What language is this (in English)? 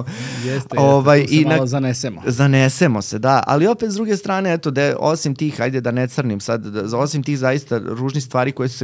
Serbian